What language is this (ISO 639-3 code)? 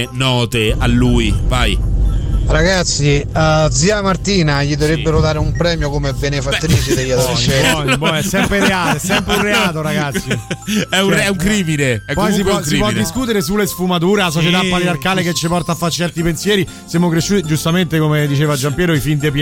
ita